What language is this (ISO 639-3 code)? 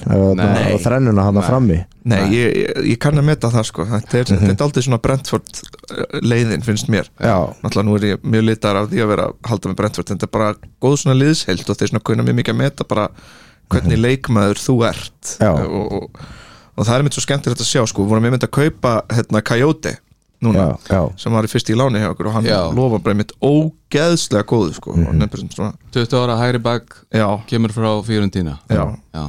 isl